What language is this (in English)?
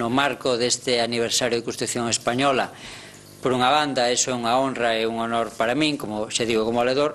Galician